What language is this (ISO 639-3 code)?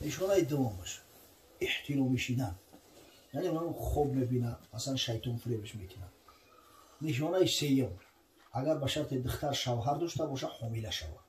tgk